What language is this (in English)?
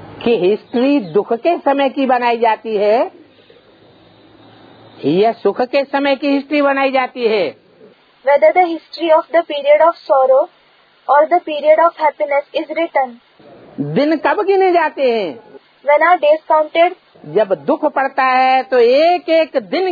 Hindi